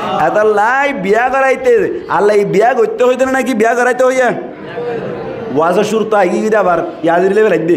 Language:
Rohingya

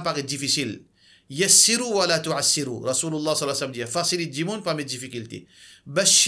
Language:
Morisyen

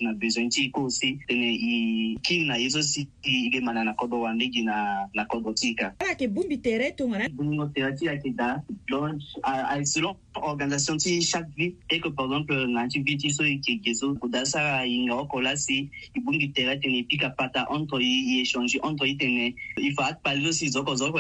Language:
Sango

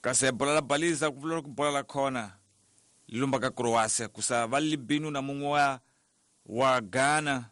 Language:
Tsonga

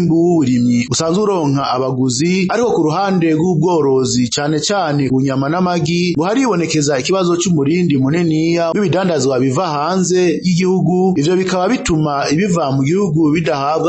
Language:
Rundi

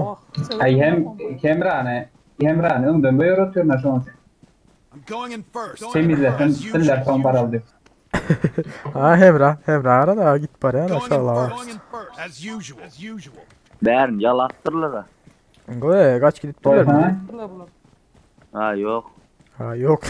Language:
Turkmen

